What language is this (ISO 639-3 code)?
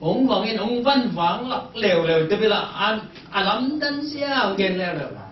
ctd